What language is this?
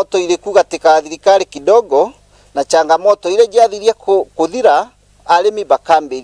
Meru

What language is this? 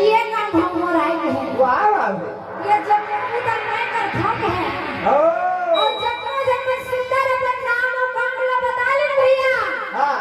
Chhattisgarhi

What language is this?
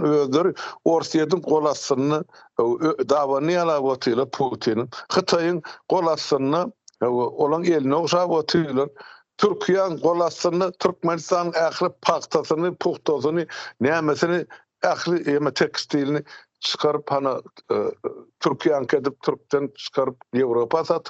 Turkmen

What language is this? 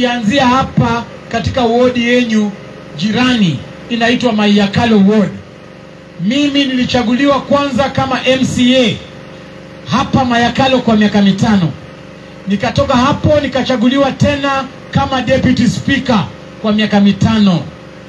Swahili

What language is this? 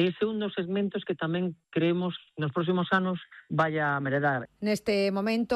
Galician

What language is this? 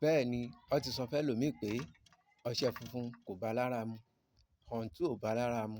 Yoruba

